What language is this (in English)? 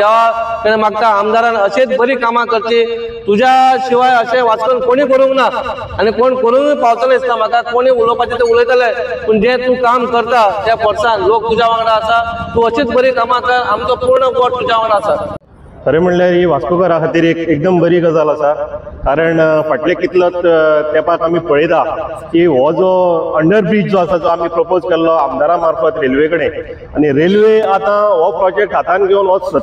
Konkani